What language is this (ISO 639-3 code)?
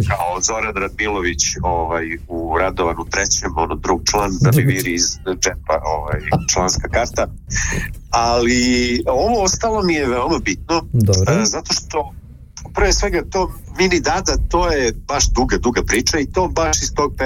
srp